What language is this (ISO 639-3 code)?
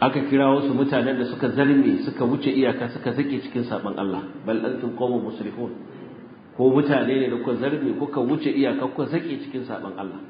hau